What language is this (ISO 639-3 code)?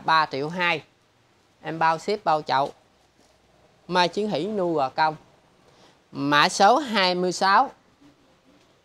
vie